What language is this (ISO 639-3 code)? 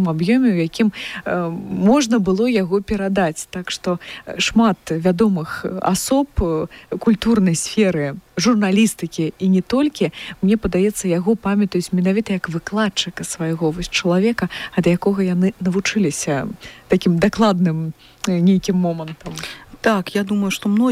bel